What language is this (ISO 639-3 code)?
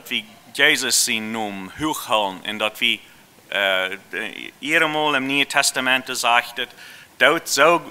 pdt